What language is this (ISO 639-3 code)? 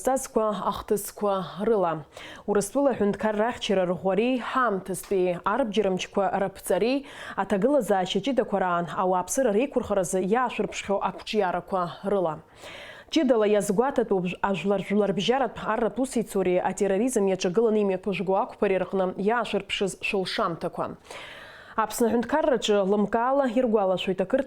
abk